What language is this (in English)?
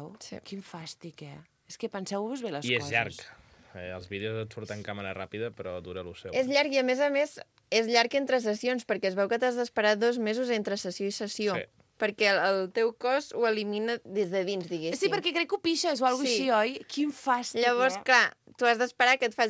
Catalan